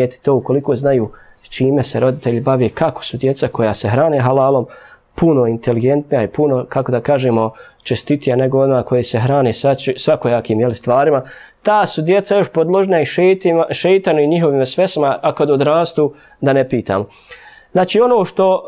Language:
Bosnian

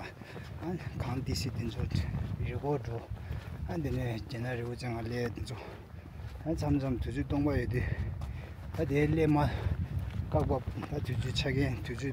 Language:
Tibetan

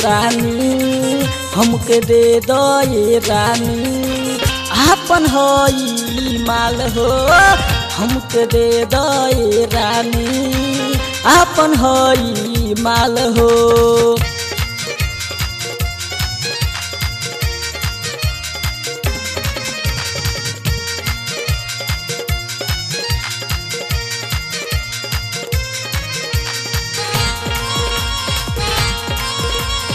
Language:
Bhojpuri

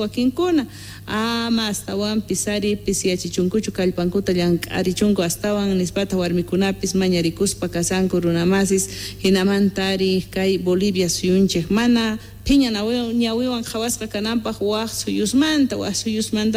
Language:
Quechua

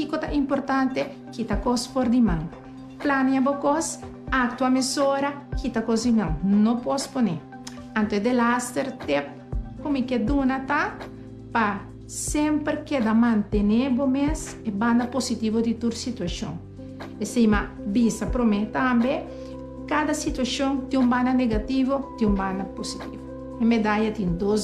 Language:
Papiamento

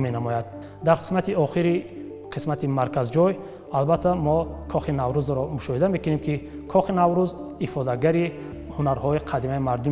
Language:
Tajik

